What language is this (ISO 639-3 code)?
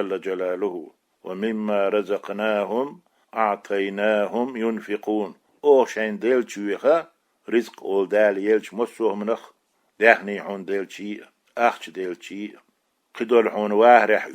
che